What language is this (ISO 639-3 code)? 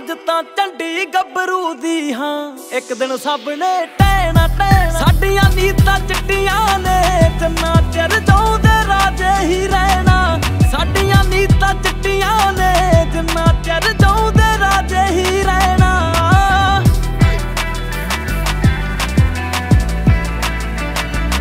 pan